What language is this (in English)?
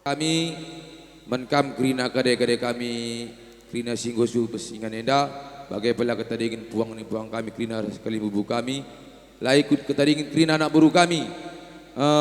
Batak Karo